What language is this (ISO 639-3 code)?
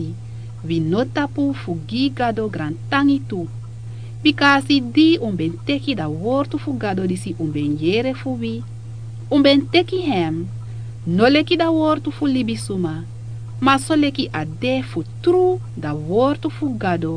srn